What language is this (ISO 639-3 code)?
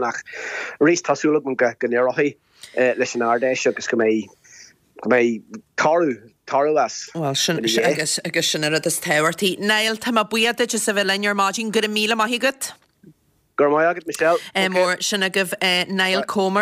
gle